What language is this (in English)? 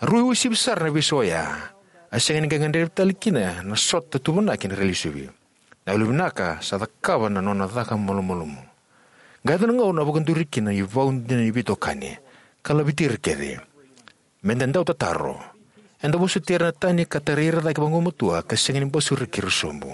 Fijian